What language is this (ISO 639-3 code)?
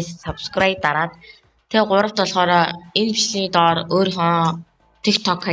mon